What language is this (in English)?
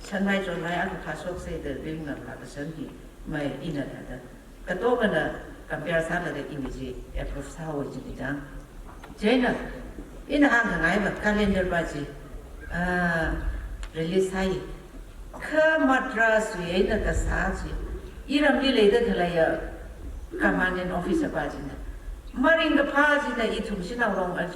Tangkhul Naga (India)